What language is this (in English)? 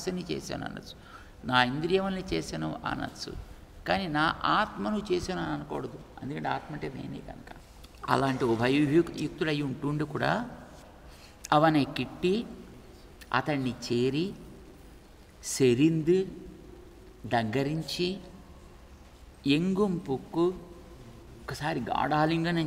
Telugu